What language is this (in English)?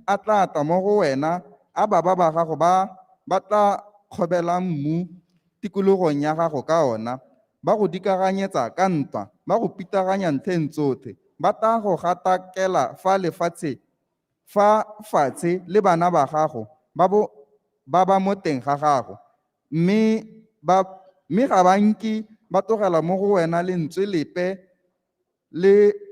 Tswana